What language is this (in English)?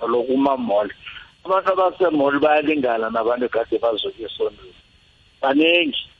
South Ndebele